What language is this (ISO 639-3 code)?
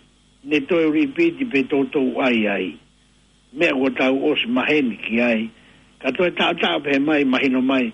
ton